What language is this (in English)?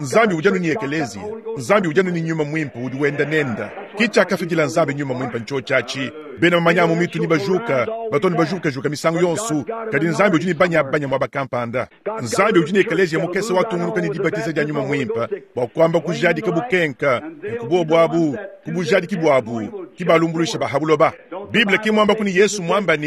Luba-Lulua